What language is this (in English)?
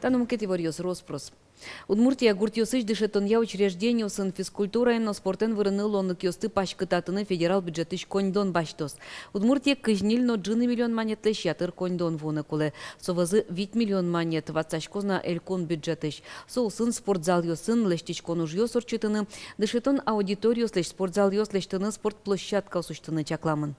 Udmurt